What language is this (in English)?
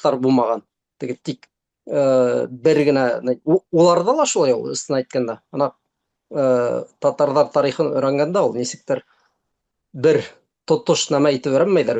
Bashkir